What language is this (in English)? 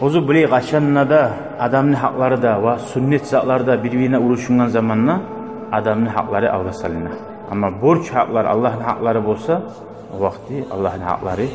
Kumyk